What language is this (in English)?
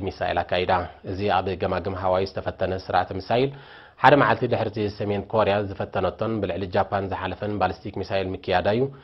Tigrinya